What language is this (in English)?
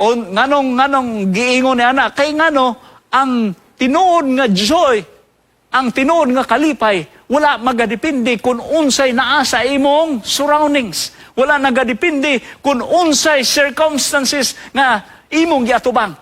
Cebuano